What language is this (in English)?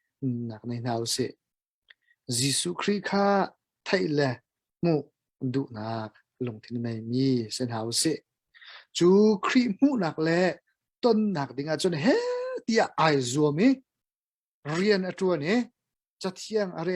Hakha Chin